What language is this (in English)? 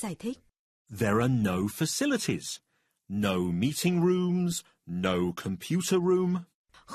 Vietnamese